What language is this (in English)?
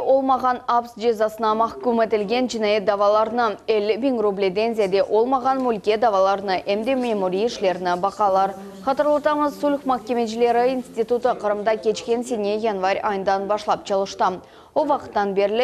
Crimean Tatar